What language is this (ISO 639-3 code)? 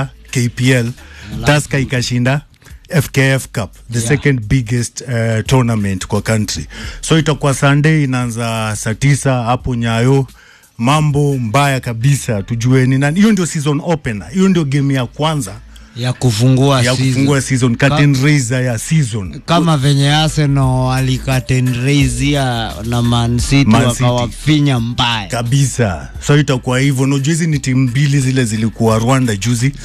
swa